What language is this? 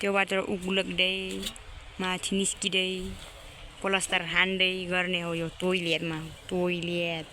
Nepali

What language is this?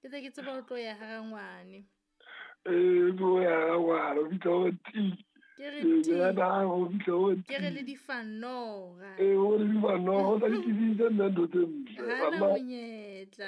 Southern Sotho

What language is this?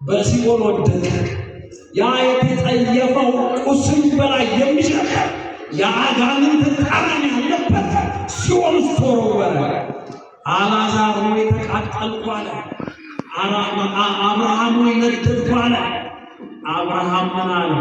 Amharic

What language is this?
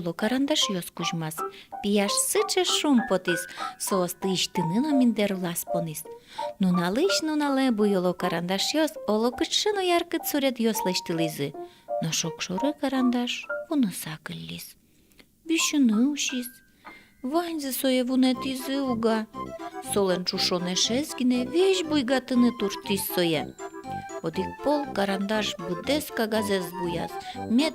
Udmurt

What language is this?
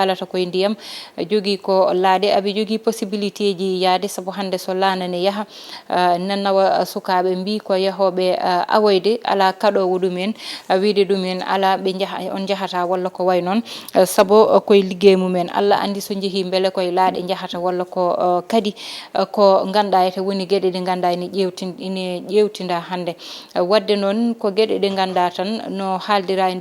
Fula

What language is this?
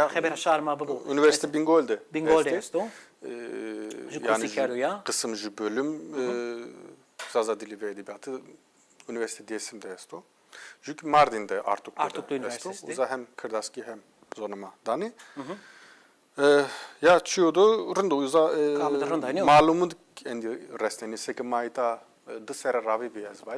Zaza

